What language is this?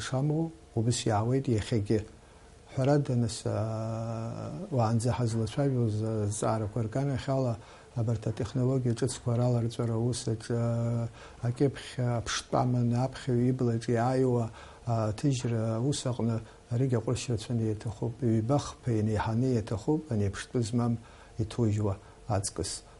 Abkhazian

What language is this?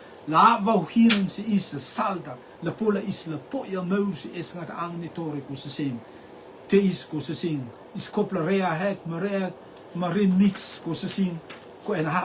Rotuman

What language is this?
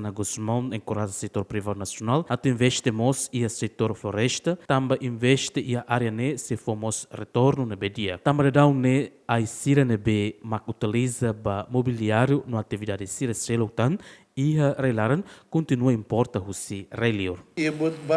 Tetum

